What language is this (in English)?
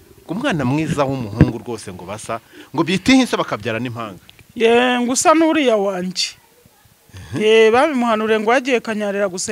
Kinyarwanda